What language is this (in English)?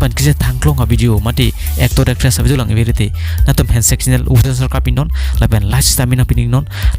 Karbi